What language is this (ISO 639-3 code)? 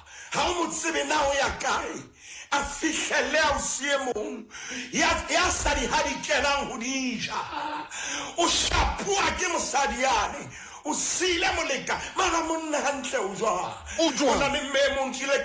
sot